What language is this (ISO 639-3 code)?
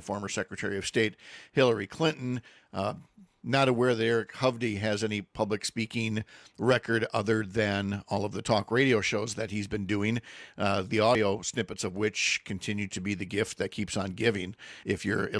eng